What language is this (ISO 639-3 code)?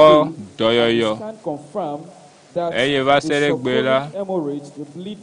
ewe